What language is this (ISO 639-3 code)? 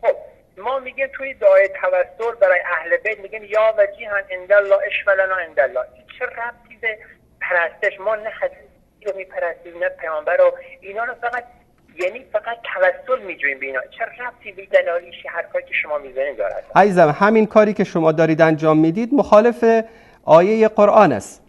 fas